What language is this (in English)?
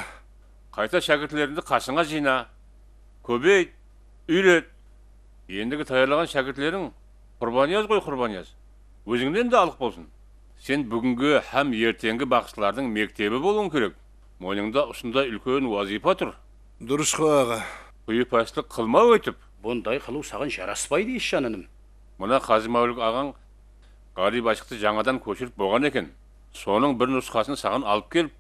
Kara-Kalpak